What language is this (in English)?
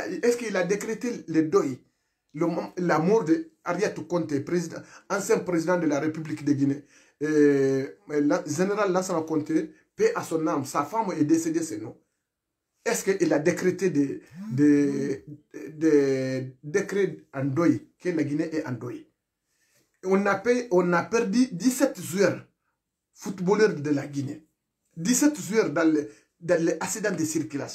French